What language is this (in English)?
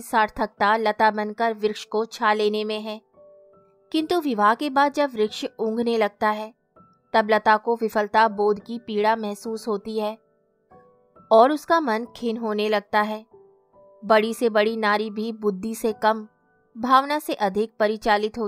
Hindi